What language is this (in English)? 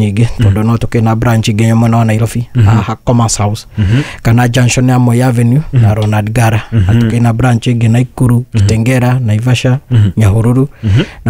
Kikuyu